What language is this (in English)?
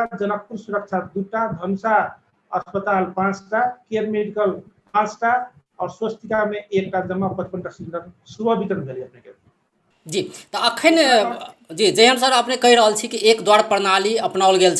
Maithili